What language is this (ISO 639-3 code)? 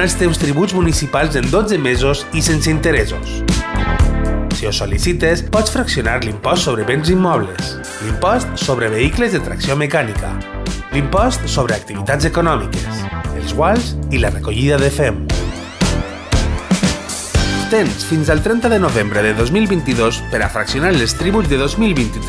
cat